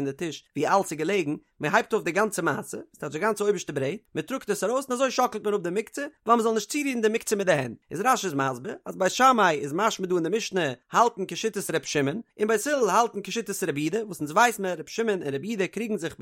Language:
Yiddish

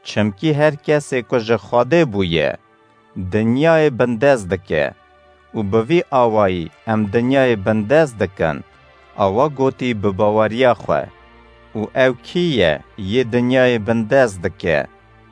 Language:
Kurdish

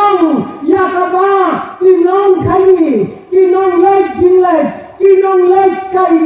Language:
Khasi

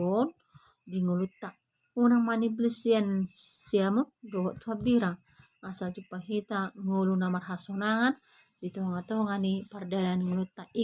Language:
Batak Toba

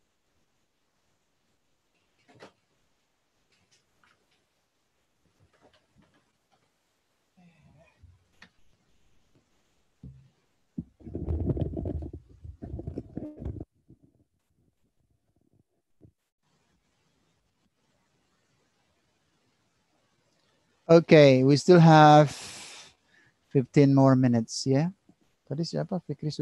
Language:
Indonesian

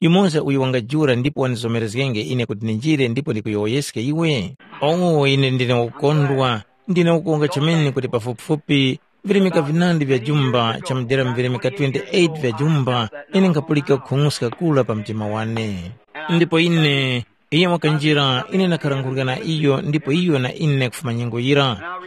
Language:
Tumbuka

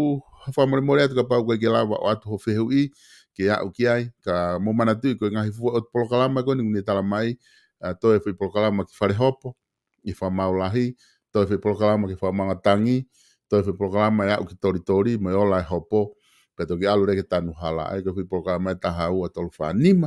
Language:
Tongan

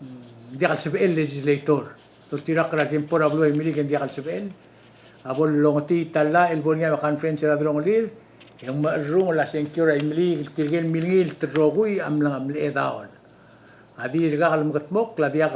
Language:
Palauan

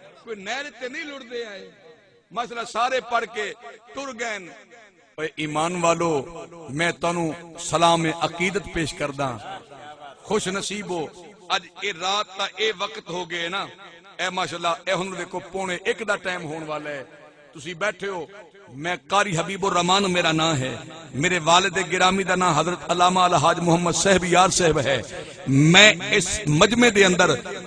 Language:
Saraiki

